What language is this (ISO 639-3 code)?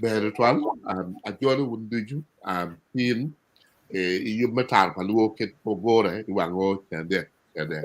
ach